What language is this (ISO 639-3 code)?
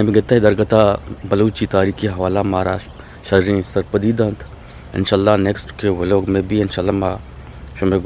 bgp